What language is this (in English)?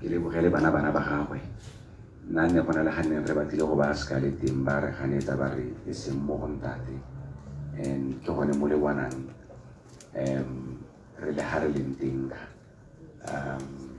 Tswana